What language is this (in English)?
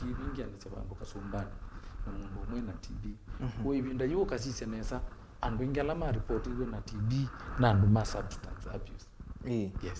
Kamba